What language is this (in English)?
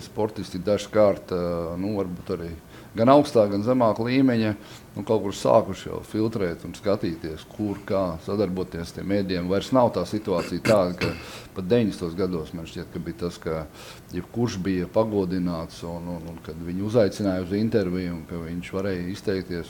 Latvian